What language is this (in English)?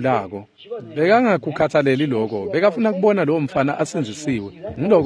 Swati